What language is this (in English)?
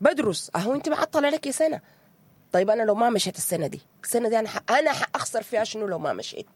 Sudanese Arabic